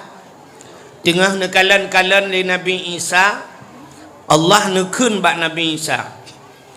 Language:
Achinese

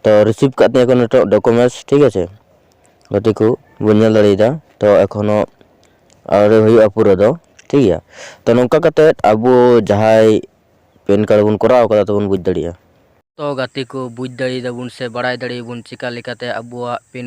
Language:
Santali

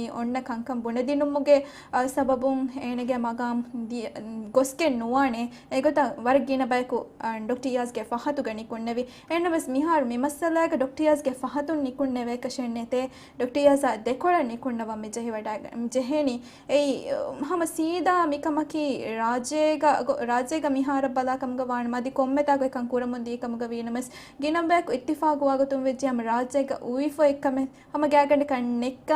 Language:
Divehi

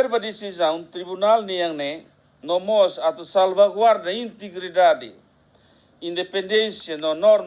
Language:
Tetum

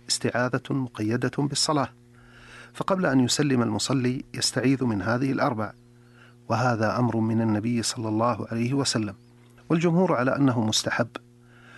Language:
Arabic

